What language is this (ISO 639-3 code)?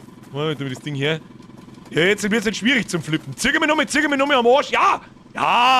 bar